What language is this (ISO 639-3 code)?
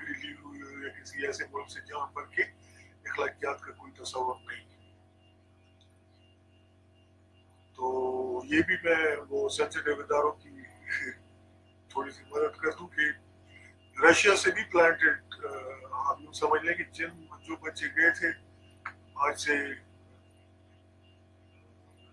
urd